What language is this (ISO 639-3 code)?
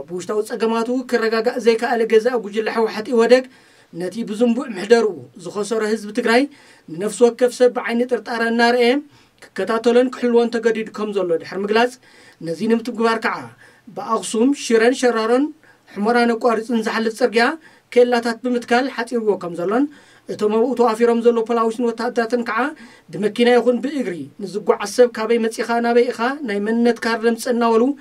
tir